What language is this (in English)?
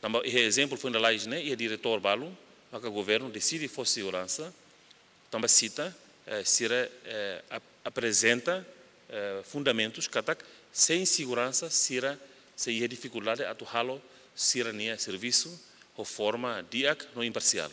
Tetum